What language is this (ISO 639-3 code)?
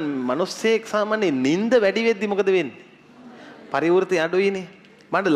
sin